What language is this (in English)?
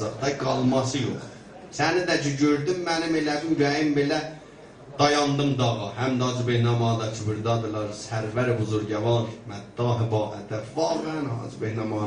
South Azerbaijani